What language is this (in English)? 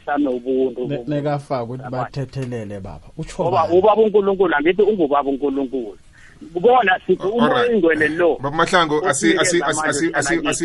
South Ndebele